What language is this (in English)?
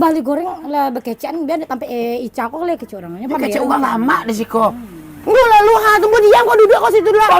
Minangkabau